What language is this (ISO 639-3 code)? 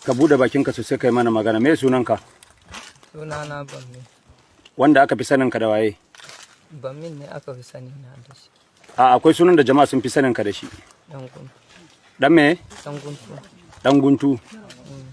hau